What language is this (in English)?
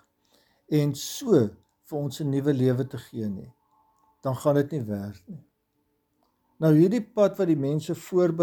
Afrikaans